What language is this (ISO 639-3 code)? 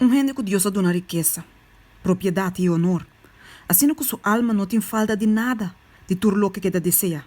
pap